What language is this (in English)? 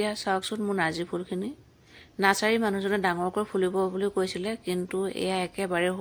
Assamese